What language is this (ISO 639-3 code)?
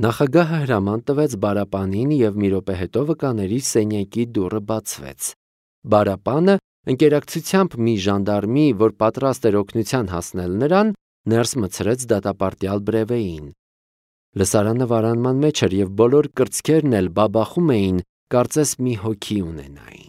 hye